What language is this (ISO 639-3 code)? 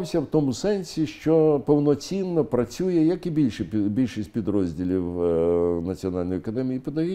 ukr